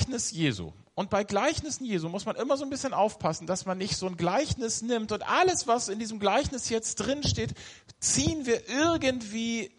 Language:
German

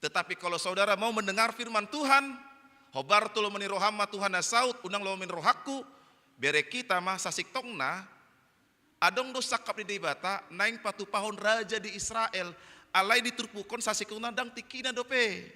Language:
Batak Toba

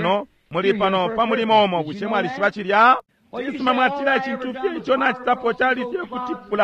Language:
Bemba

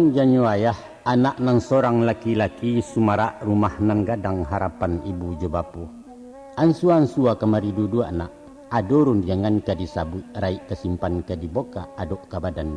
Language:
Minangkabau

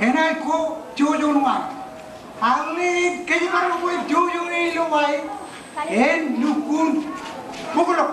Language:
Marshallese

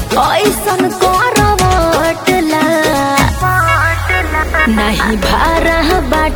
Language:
Bhojpuri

